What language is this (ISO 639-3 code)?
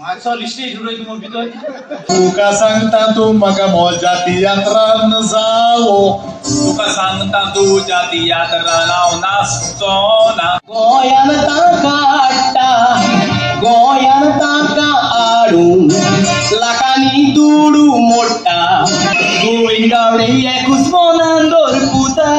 kok